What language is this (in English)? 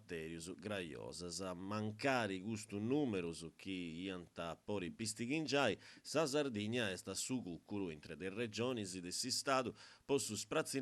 Sardinian